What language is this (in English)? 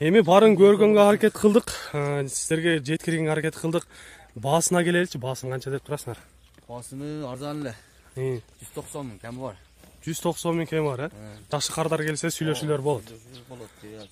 Kyrgyz